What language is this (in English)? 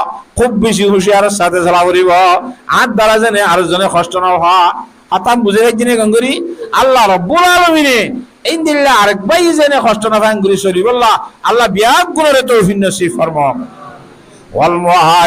Rohingya